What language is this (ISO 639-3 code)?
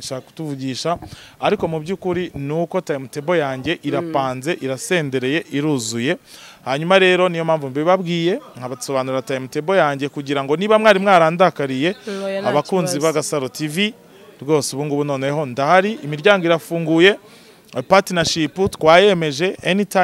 kin